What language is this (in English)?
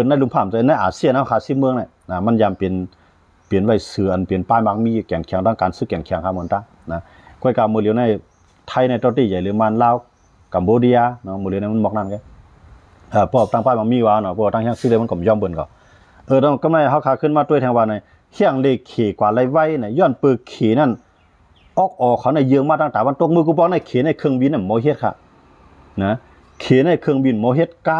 Shan